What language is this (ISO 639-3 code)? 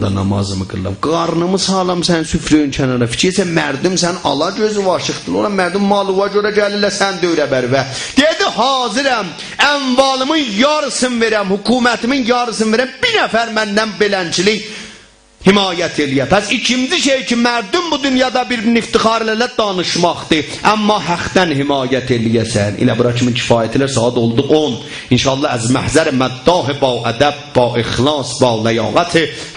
azb